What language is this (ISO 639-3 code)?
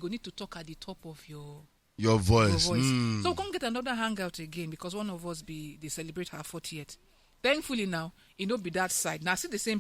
pcm